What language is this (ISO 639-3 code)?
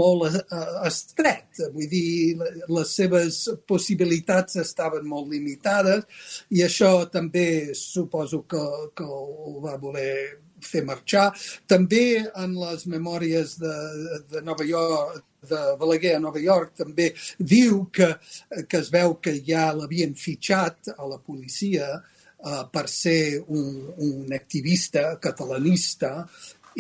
cat